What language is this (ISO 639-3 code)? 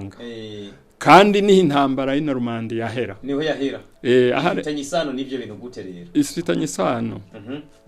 run